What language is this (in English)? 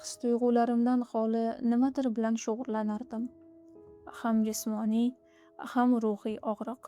Uzbek